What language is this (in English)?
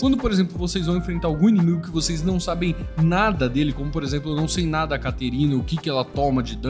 Portuguese